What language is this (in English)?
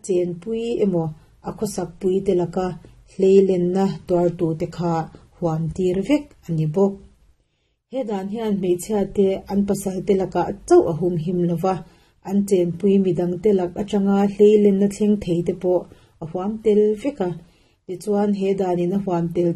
Mizo